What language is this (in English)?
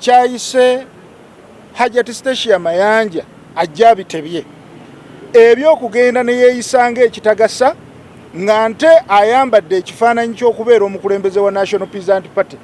Ganda